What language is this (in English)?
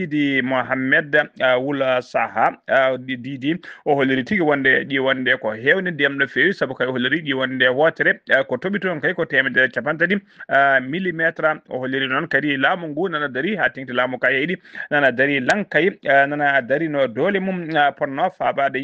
Fula